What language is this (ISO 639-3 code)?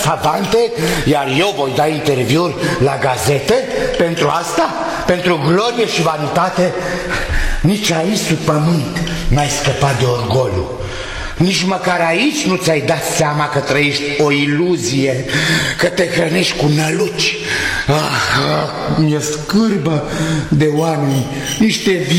ron